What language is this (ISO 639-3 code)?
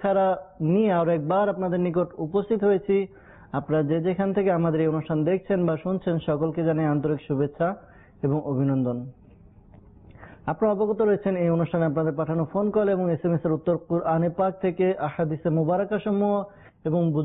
ben